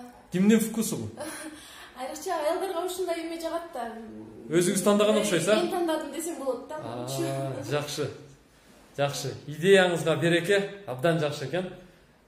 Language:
Kyrgyz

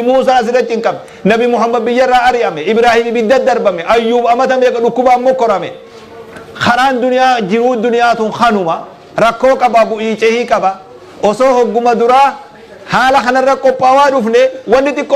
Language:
Oromo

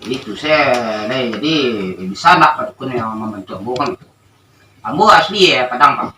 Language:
Minangkabau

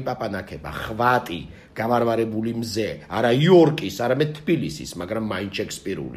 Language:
Georgian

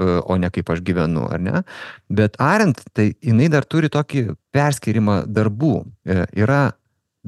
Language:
Lithuanian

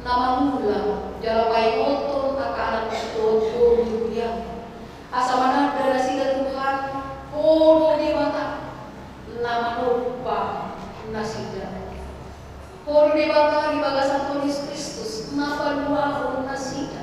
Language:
Batak Toba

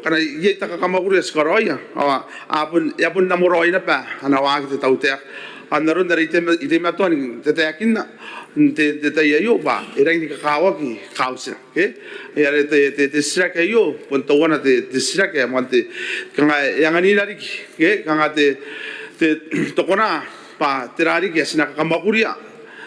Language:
Gilbertese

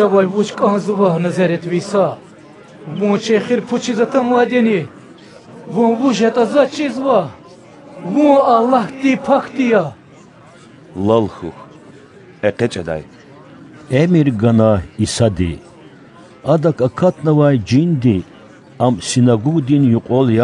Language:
Lezghian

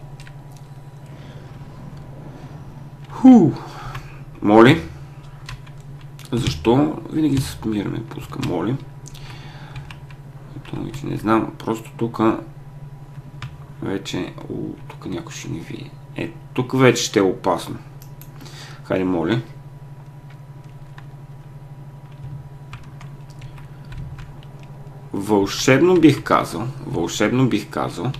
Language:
Bulgarian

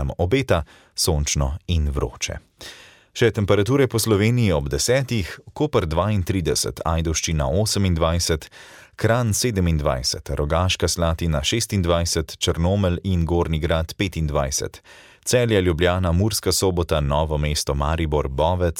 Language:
Slovenian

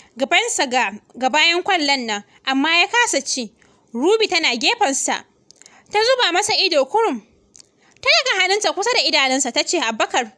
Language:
Hausa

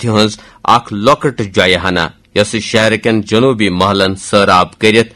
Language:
Kashmiri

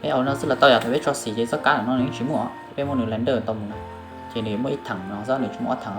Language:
Hmong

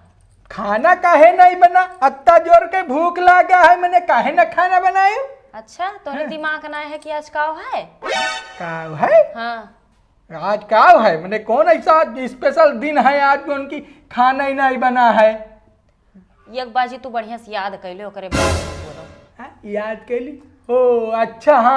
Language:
Awadhi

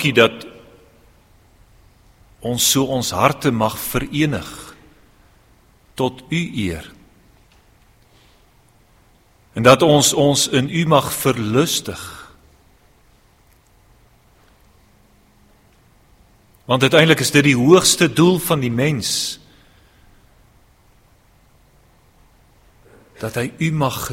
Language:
Afrikaans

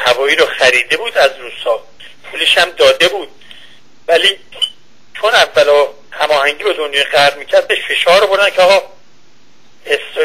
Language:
Persian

